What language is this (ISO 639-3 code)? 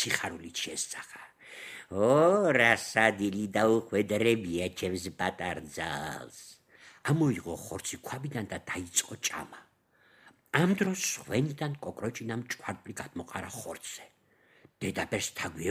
kat